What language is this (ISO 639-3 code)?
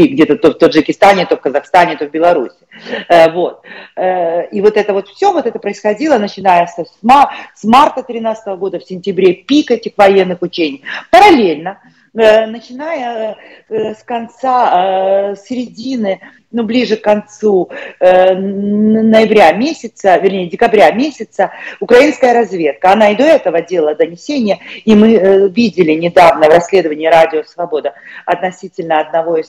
rus